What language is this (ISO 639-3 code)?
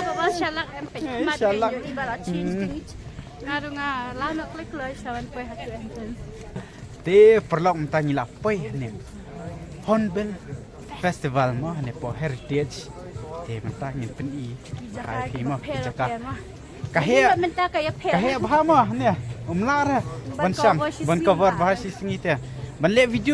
kha